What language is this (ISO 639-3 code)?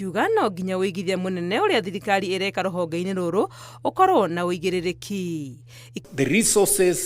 kik